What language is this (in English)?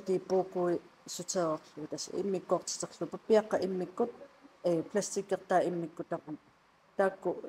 Kalaallisut